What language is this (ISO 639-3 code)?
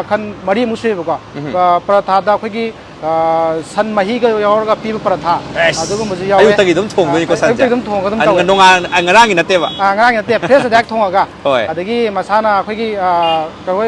mni